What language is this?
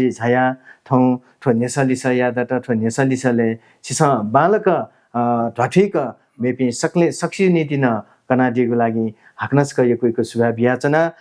Newari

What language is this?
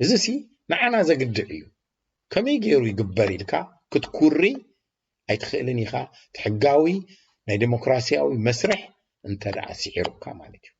Tigrinya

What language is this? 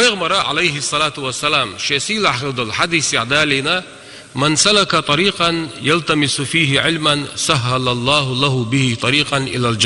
Chechen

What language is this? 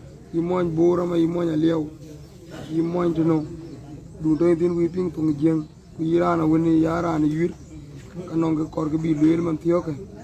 Dinka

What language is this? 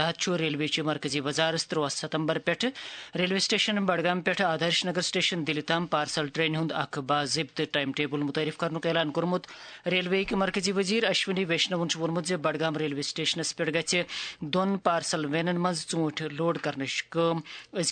Kashmiri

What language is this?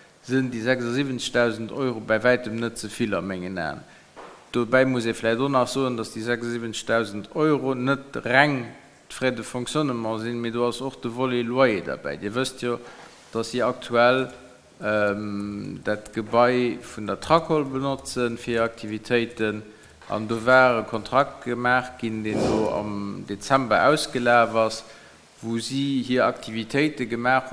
Luxembourgish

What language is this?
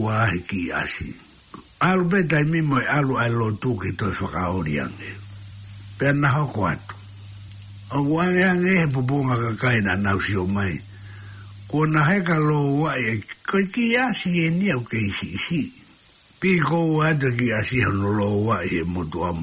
Tongan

